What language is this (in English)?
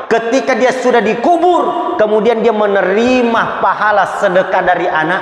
Buginese